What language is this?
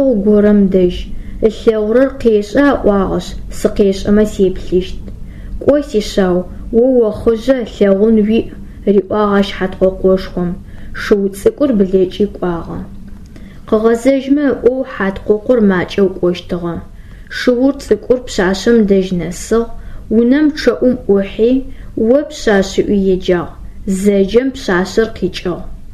Adyghe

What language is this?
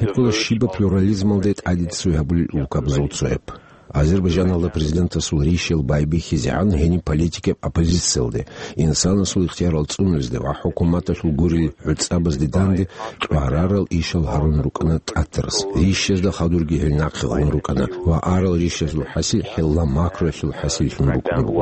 Avaric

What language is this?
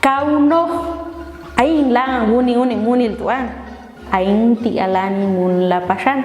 Popti'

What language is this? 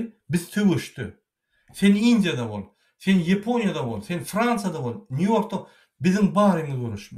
Turkmen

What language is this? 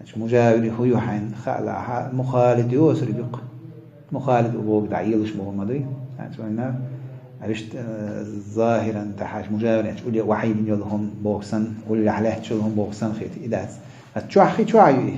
Chechen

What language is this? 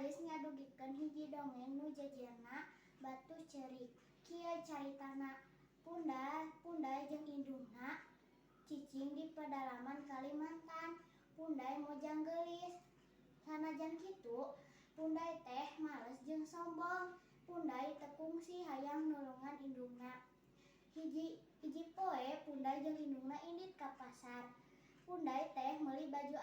Sundanese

